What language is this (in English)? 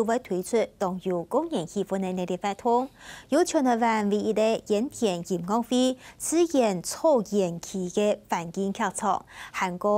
Hakka Chinese